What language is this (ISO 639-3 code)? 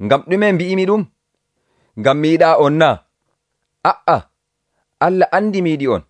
fuv